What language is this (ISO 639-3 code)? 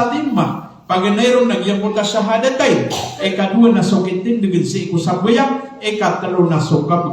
mrw